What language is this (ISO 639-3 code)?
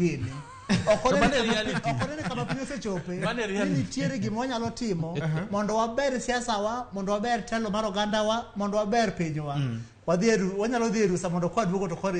luo